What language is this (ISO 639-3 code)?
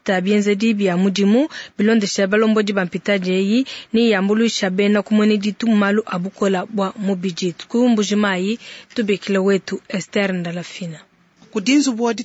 lua